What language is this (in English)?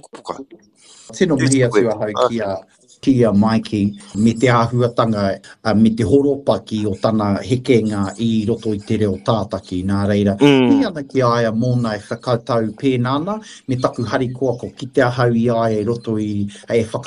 Māori